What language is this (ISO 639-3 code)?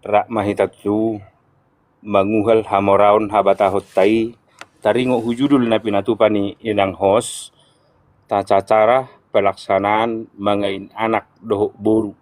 bbc